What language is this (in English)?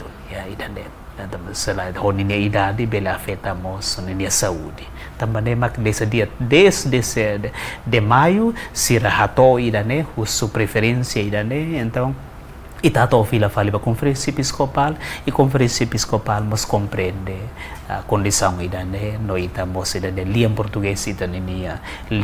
Tetum